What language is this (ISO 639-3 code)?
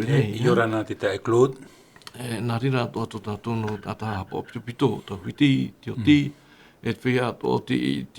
tah